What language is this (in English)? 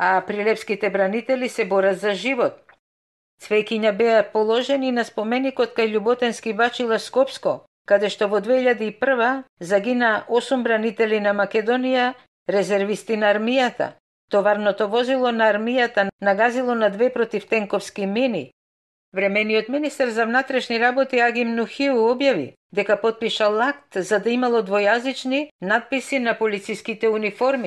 Macedonian